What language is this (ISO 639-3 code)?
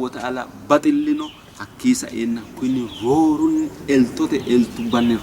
sid